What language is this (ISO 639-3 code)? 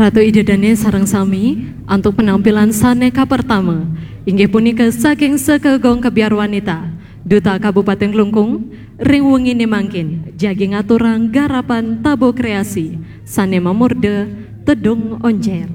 ban